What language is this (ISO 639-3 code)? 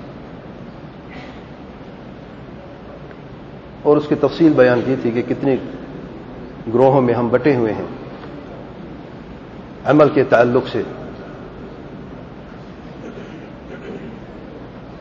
urd